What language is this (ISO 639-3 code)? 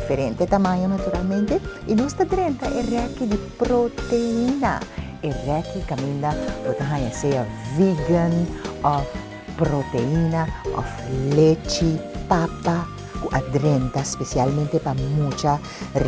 pap